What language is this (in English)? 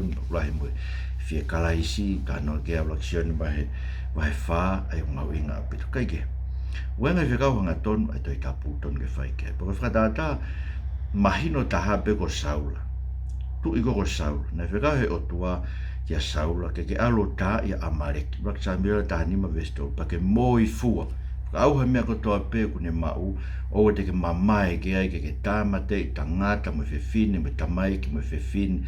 Tongan